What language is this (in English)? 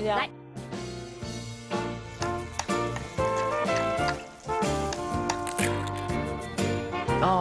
Chinese